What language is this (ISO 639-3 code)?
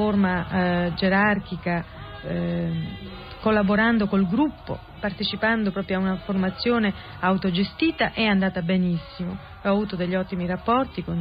ita